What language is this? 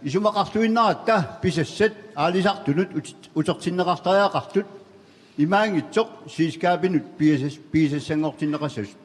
Kalaallisut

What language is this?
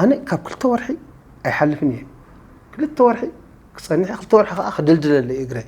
Tigrinya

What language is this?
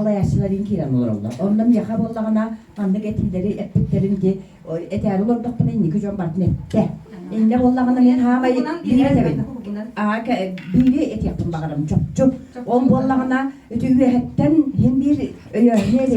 Yakut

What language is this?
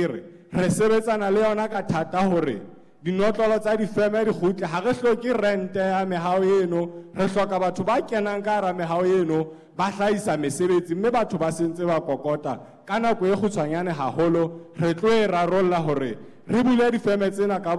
Southern Sotho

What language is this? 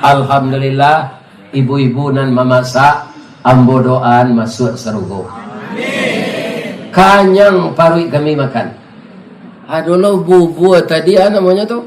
Minangkabau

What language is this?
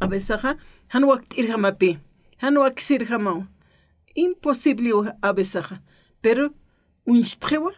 Aymara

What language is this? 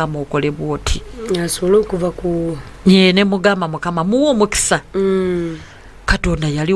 Ganda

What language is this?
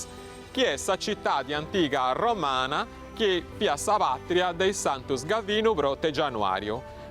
Sardinian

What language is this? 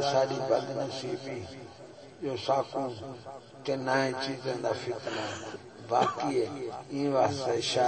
Saraiki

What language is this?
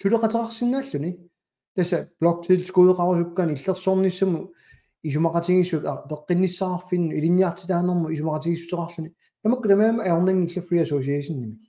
Kalaallisut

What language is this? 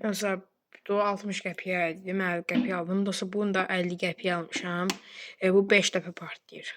Azerbaijani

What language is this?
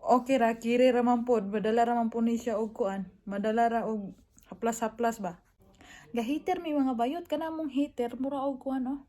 Cebuano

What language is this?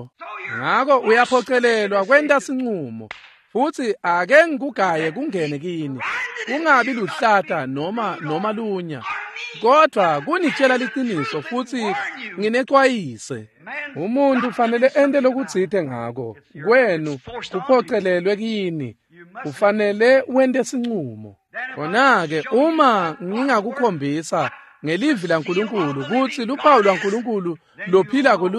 Swati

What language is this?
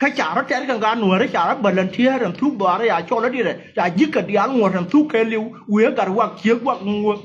Nuer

